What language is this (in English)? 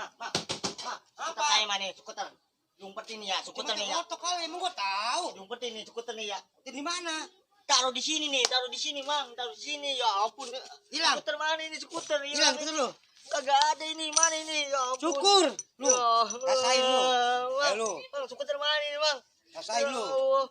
Betawi